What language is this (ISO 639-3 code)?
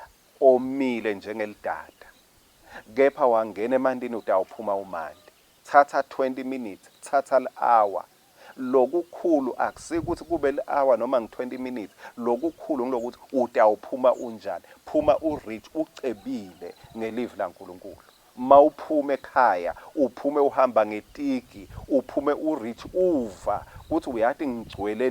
ssw